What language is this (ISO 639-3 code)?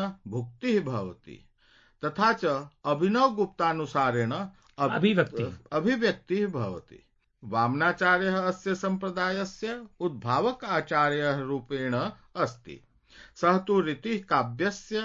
san